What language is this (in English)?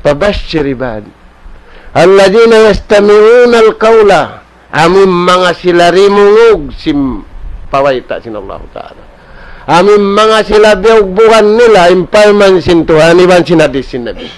Tausug